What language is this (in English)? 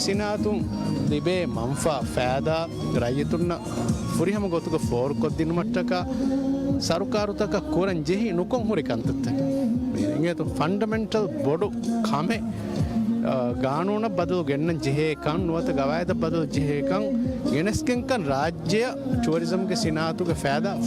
Divehi